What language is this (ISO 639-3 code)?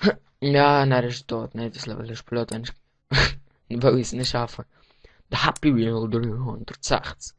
gsw